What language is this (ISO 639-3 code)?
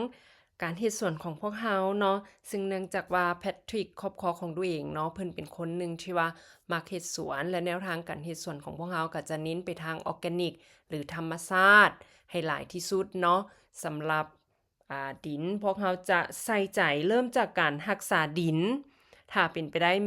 lao